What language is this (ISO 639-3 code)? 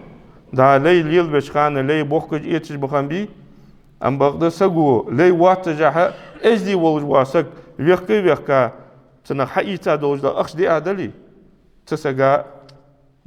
inh